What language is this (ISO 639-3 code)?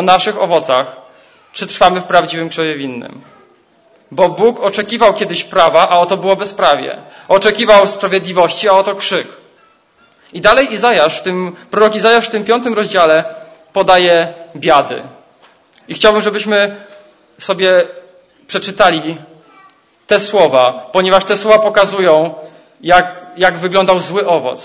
pol